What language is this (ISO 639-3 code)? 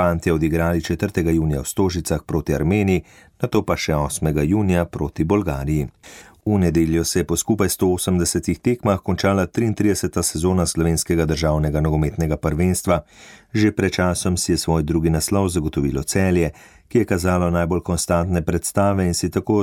slv